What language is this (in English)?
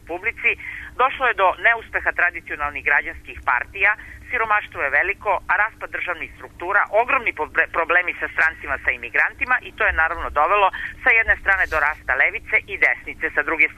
Serbian